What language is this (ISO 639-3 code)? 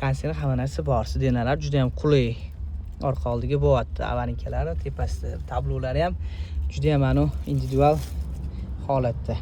uzb